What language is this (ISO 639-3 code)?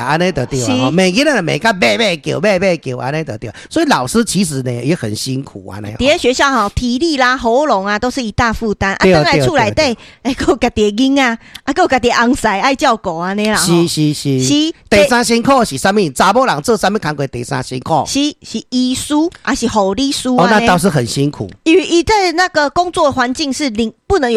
nan